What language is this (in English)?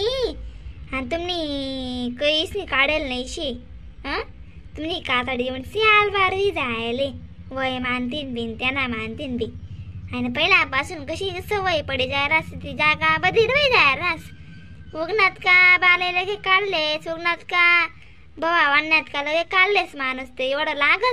Khandesi